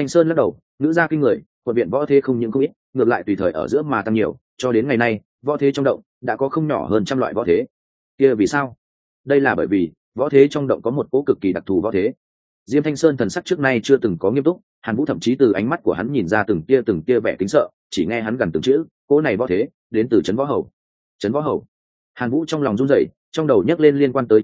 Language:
Vietnamese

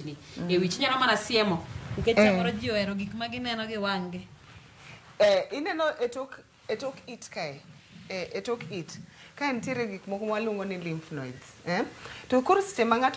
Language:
Luo (Kenya and Tanzania)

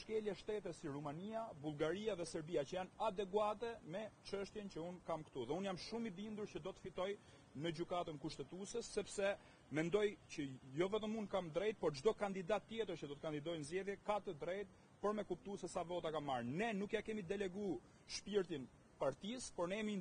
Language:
Albanian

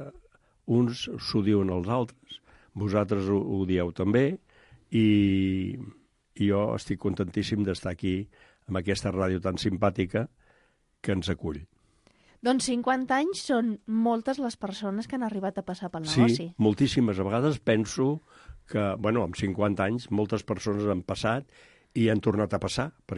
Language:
Catalan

